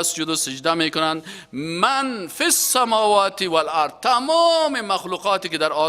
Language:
Tajik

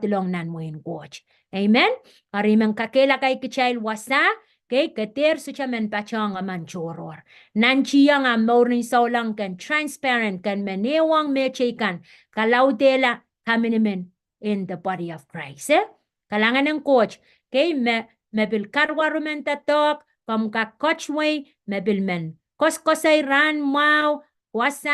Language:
Pohnpeian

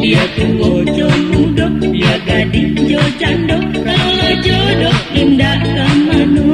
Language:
Minangkabau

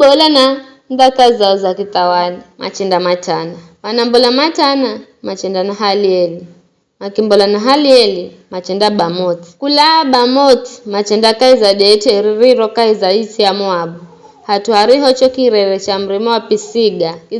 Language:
Giryama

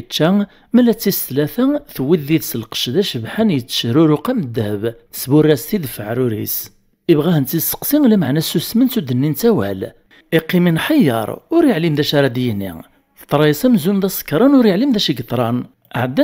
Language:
Kabyle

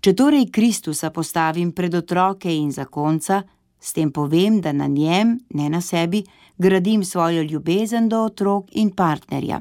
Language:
Slovenian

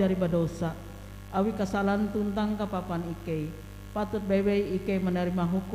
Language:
Ngaju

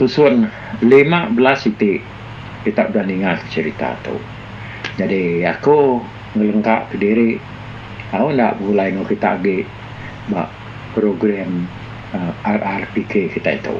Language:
Iban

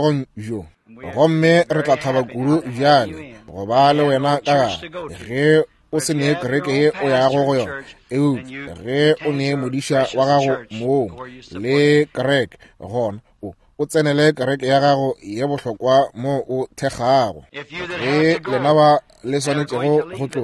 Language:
Northern Sotho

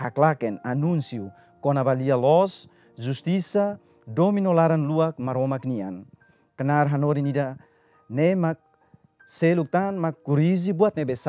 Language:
Tetum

